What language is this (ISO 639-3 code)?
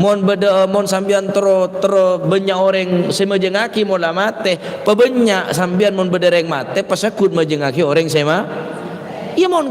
mad